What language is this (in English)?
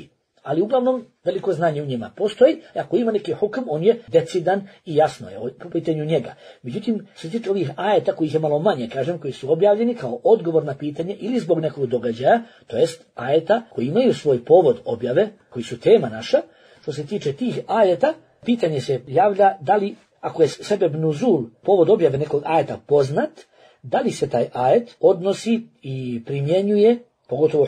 Bosnian